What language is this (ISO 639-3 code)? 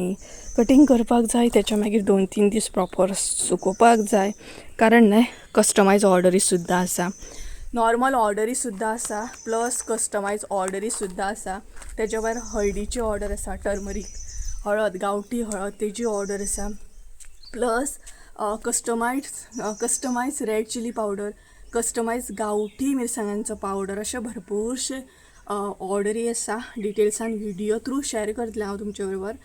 kok